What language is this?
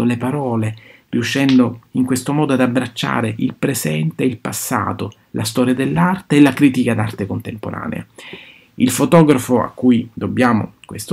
Italian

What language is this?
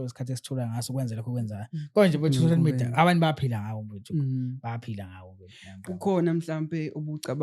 Zulu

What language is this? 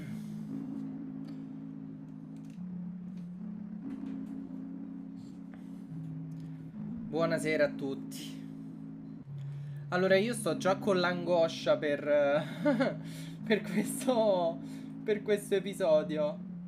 Italian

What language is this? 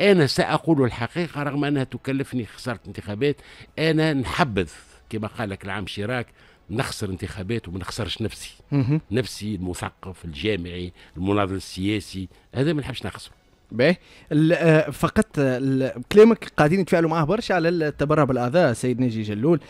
Tunisian Arabic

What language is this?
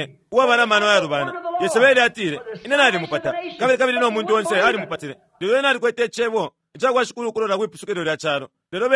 Bemba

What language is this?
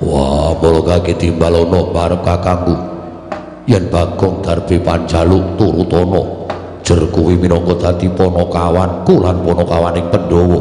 Javanese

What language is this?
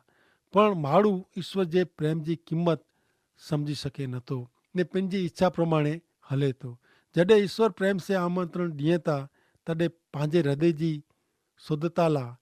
Kachhi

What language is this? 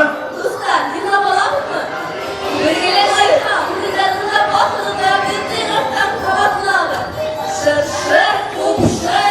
Bashkir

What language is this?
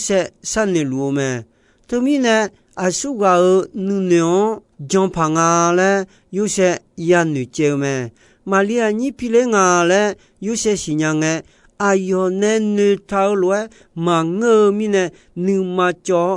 Akha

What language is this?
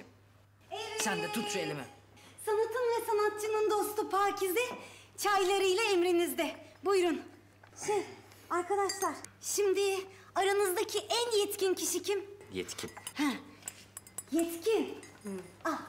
Turkish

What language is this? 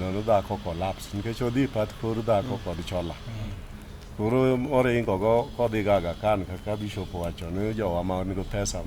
Luo (Kenya and Tanzania)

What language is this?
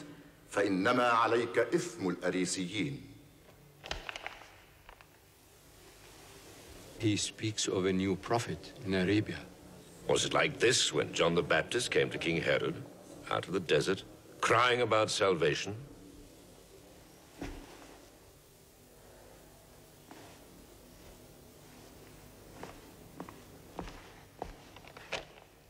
Arabic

